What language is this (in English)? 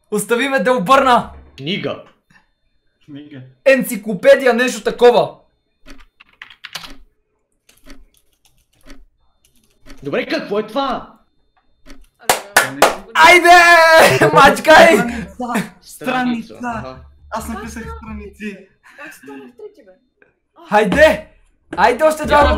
Bulgarian